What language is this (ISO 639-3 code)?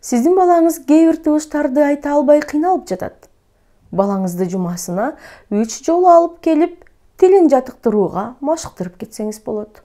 kir